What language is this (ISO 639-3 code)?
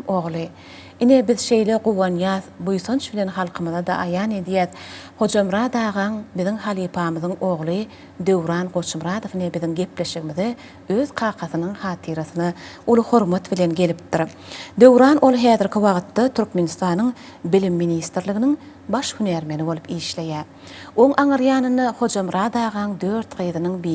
tuk